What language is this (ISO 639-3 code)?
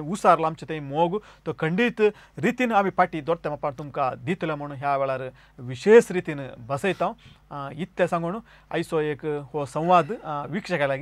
kok